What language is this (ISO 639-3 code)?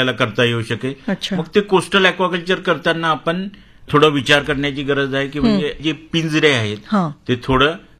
mar